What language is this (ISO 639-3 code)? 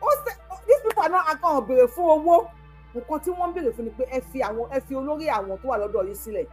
yor